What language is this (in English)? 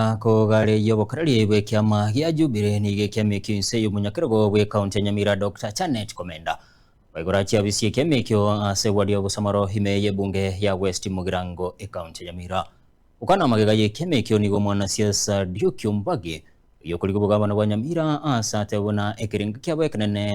Gusii